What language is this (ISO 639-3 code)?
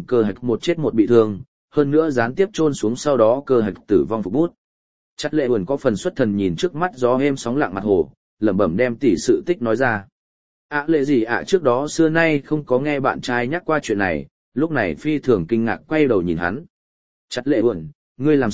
vie